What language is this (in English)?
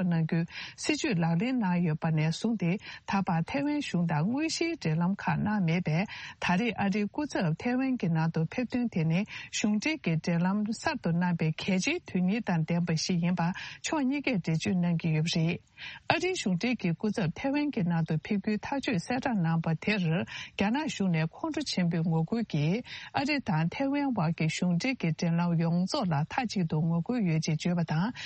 Tibetan